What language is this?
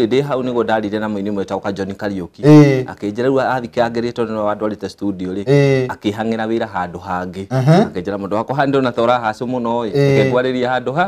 Kikuyu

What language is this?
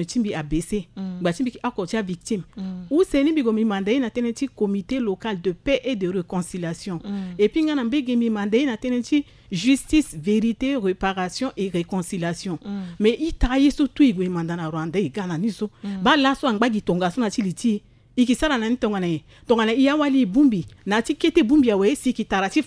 Sango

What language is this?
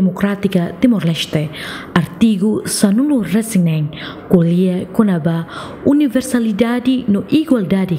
Tetum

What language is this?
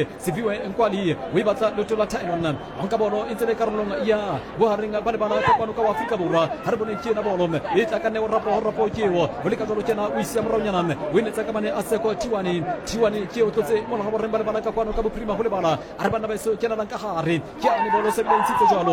Southern Sotho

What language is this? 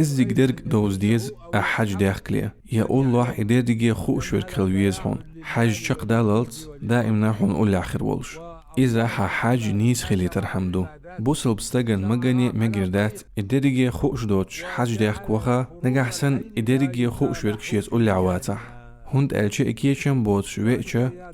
Chechen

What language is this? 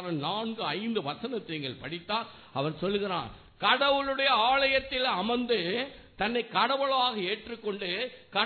Tamil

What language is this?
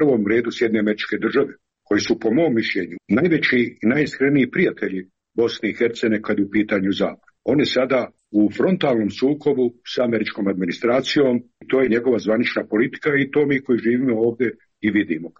Croatian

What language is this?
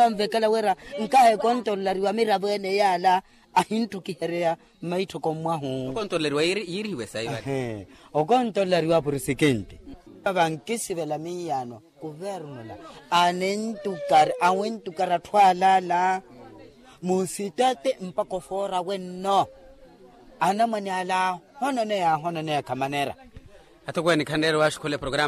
Makhuwa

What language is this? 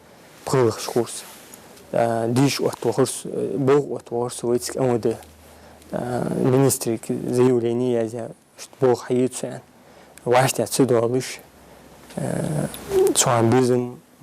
Ingush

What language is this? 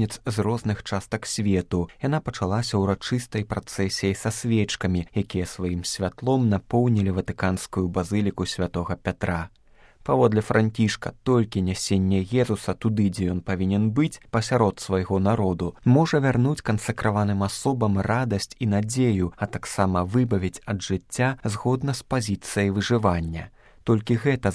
Belarusian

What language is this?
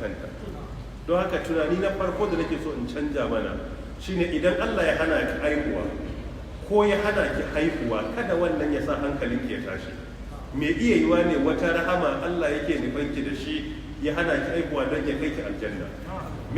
Hausa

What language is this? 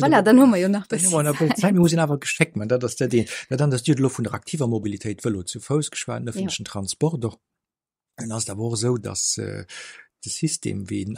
Luxembourgish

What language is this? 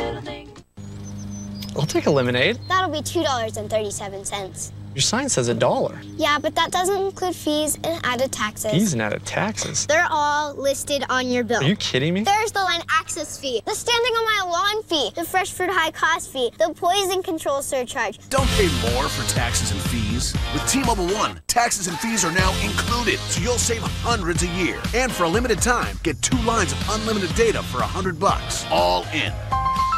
English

